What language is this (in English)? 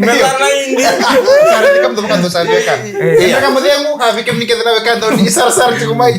Fijian